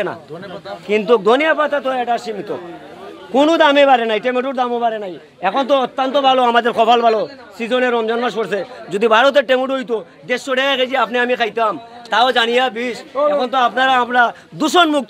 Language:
Sylheti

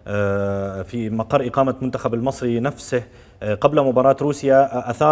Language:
Arabic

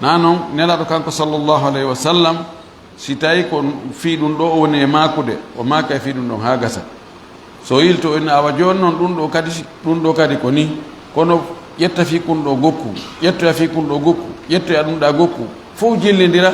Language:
Fula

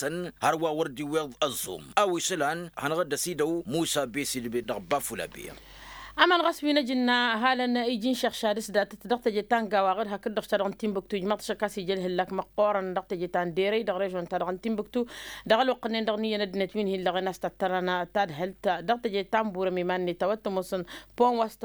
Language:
Tamasheq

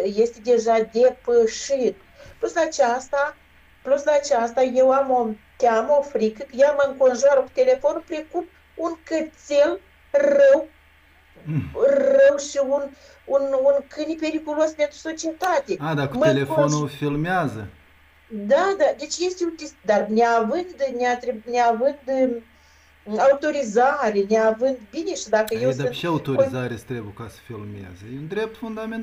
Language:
Romanian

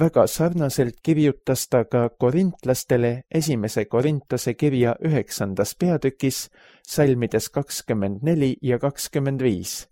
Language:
Estonian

